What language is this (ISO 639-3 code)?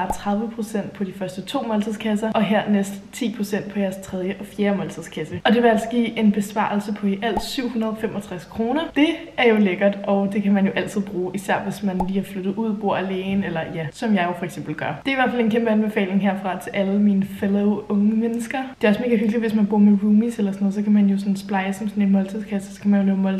dan